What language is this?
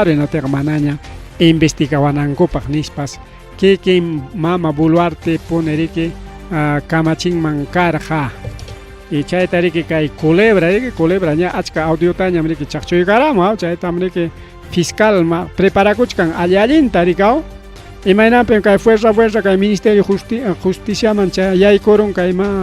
Ayacucho Quechua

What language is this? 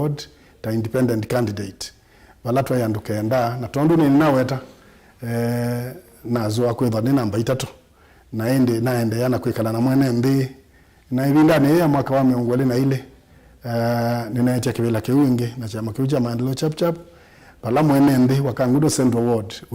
Kamba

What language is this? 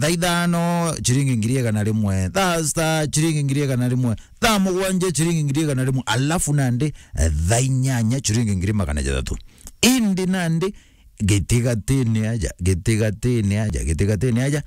Meru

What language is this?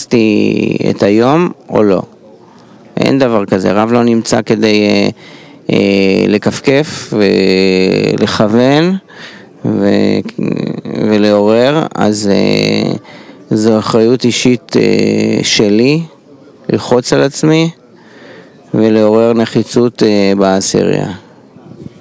Hebrew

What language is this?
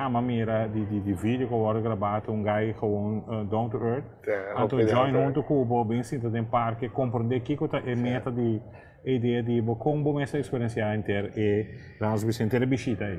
Papiamento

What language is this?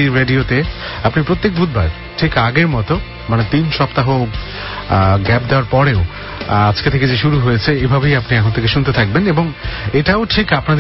Bangla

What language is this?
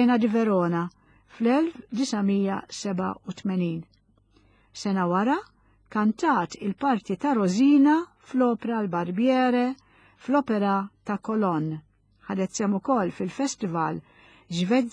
Maltese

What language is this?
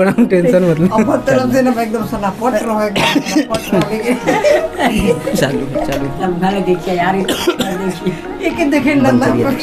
Chhattisgarhi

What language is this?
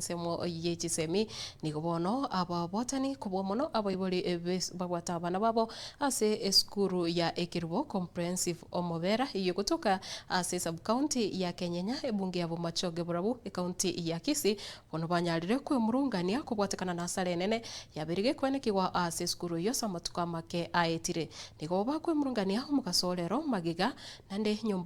Gusii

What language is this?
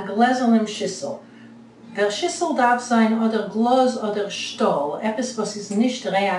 Yiddish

